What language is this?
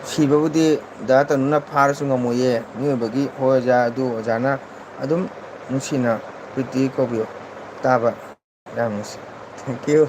Manipuri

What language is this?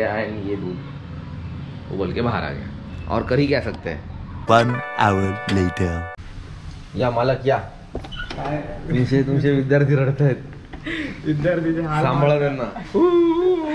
Marathi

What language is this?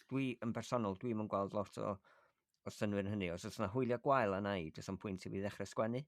Welsh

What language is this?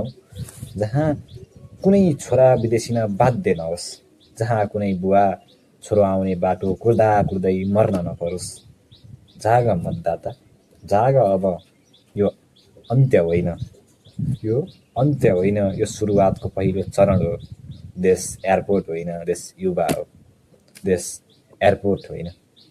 Nepali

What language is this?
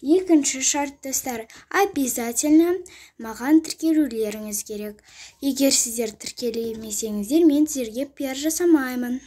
Kazakh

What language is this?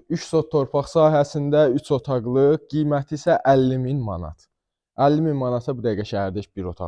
Azerbaijani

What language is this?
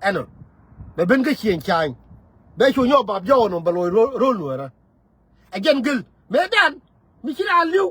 Nuer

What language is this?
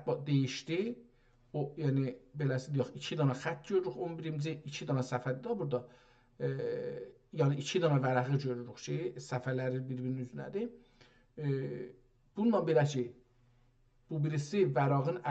South Azerbaijani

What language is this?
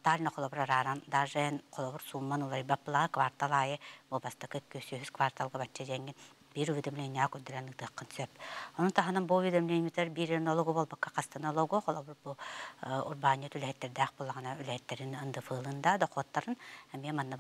Yakut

